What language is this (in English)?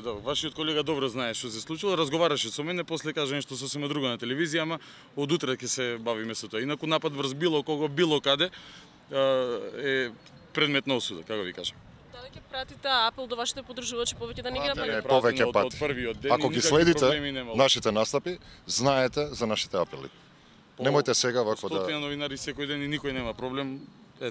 Macedonian